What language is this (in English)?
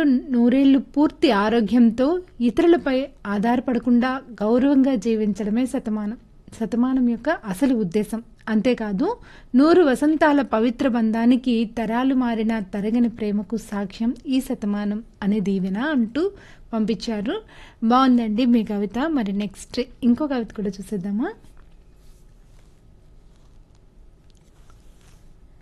Telugu